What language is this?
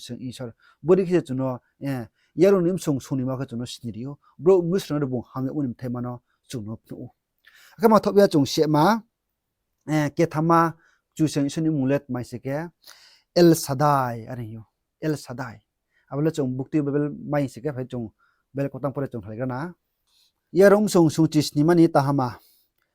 Riang (India)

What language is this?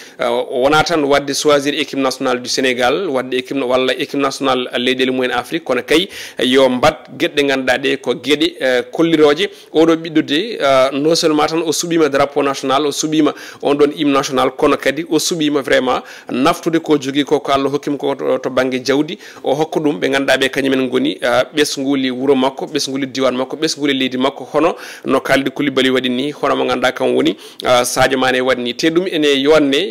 Fula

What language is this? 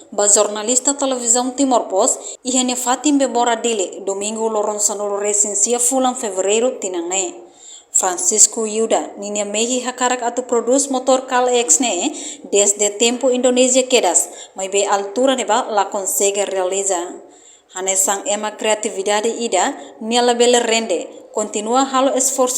Tetum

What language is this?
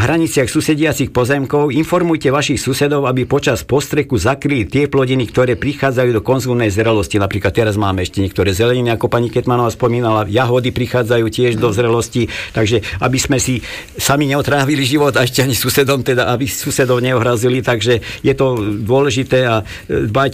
Slovak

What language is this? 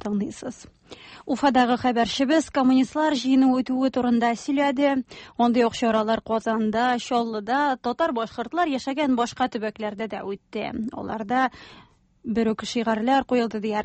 Tatar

